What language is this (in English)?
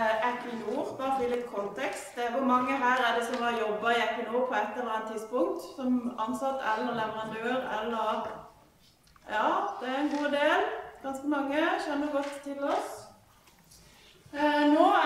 Norwegian